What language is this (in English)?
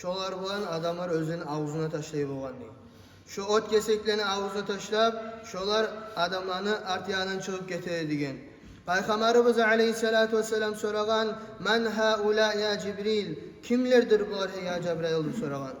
Kumyk